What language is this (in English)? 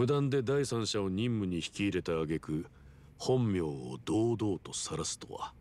Japanese